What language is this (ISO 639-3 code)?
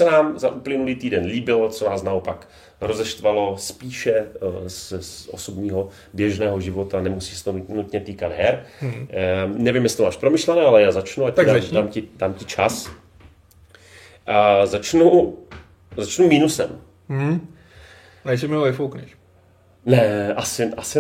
ces